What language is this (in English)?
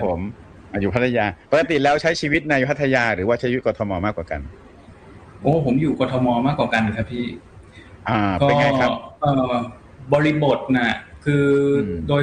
Thai